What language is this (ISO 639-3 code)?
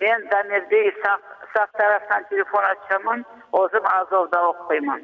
crh